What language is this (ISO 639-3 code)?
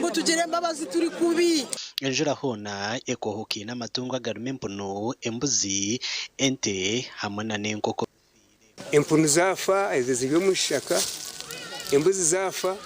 nyn